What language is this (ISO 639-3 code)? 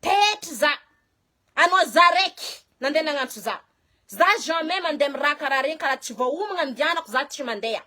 mlg